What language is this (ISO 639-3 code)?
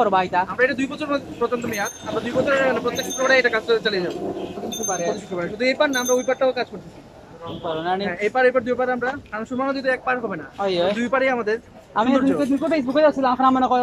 syl